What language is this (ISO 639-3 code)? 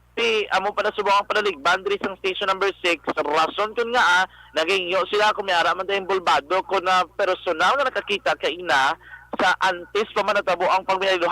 hil